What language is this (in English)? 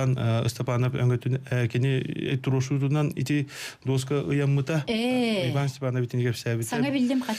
Yakut